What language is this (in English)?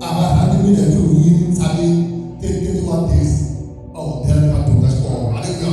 Tsonga